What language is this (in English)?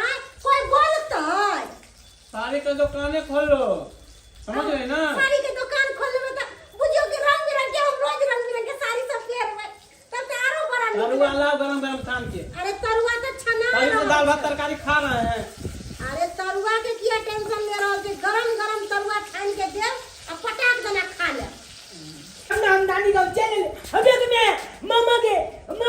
Maithili